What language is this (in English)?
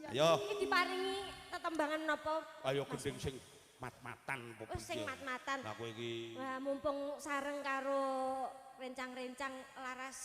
Javanese